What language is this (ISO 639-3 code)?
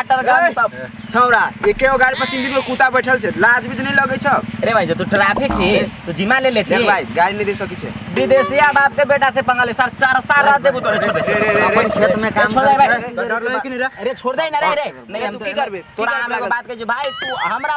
mai